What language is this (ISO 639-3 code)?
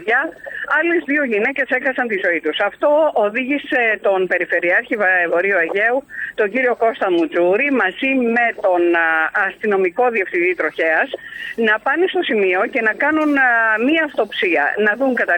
ell